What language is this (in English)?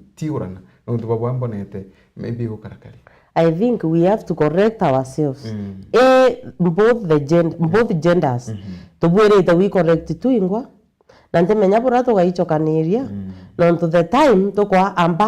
Meru